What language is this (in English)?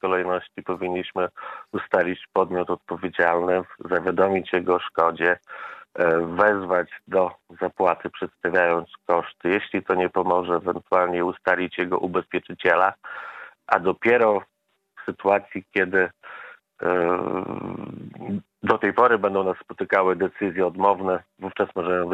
Polish